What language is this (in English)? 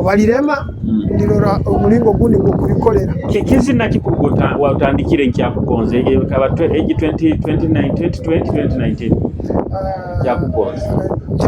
Nyoro